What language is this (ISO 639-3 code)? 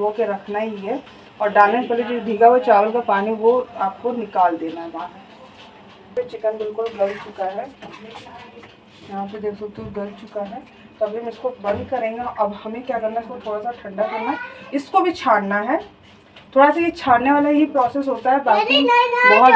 hin